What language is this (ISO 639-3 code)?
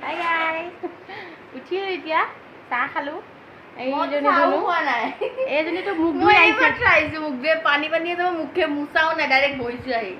asm